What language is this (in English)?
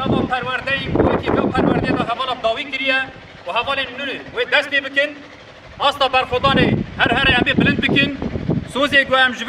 Kurdish